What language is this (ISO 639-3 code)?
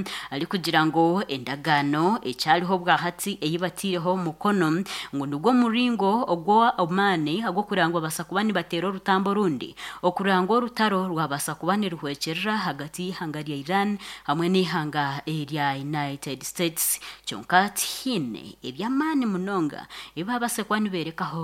nyn